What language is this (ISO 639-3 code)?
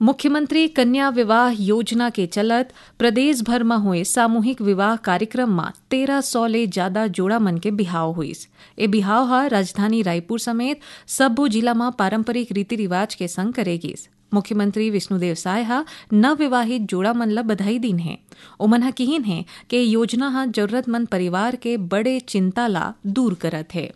hne